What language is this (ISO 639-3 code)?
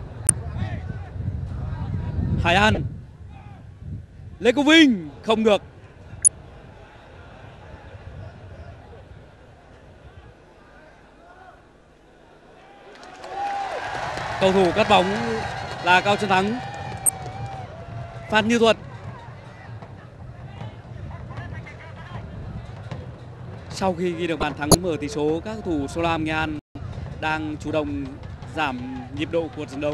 vie